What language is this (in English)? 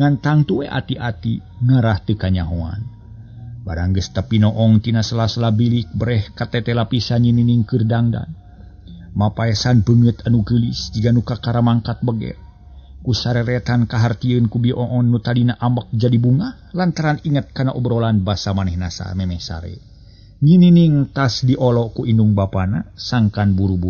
Sundanese